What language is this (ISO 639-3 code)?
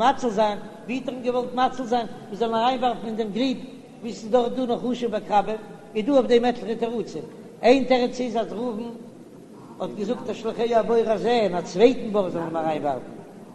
yid